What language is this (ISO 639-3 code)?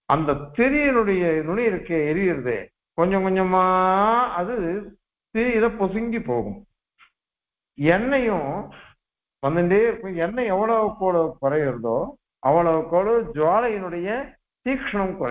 tam